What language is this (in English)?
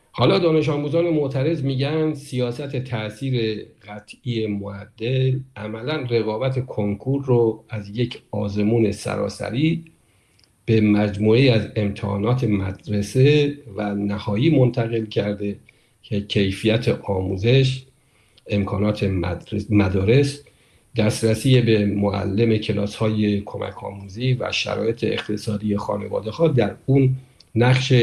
Persian